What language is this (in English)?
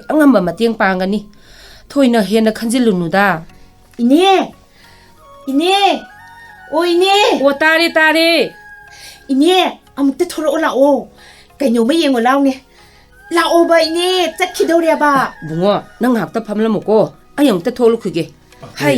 Manipuri